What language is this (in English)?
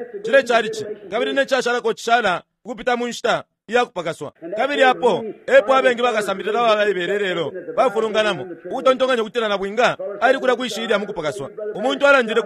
Bemba